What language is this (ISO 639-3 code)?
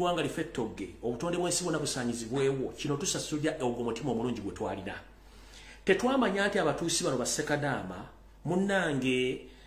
lug